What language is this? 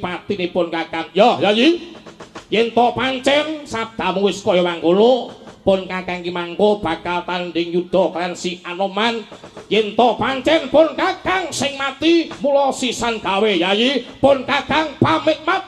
Javanese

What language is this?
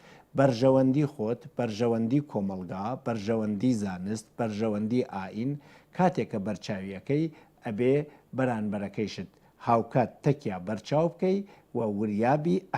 Central Kurdish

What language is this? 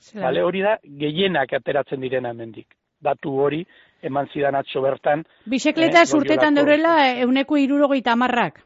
Basque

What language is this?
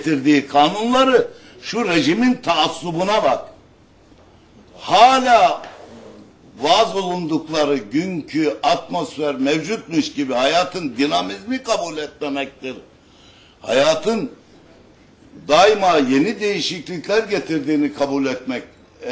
Turkish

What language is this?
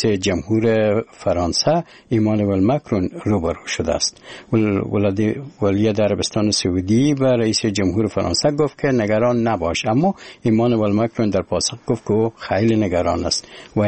Persian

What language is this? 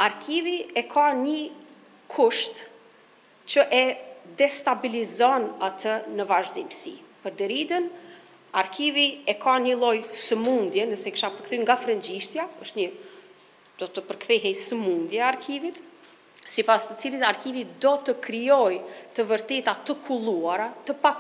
Albanian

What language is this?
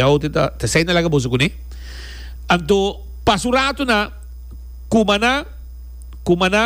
Papiamento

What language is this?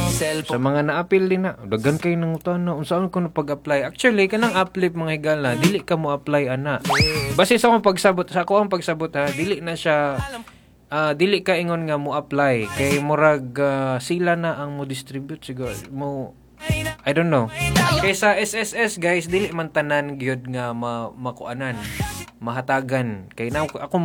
Cebuano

